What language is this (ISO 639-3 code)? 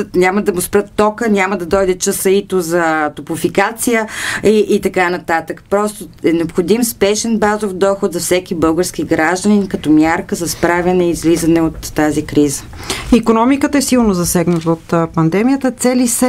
bul